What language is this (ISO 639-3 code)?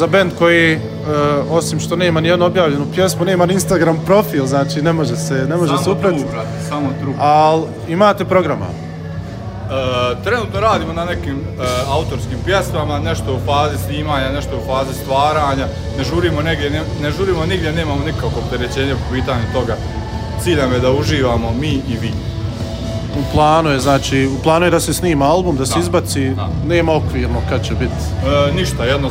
bos